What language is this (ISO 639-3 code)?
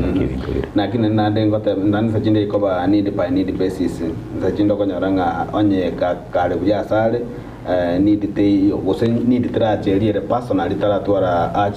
guz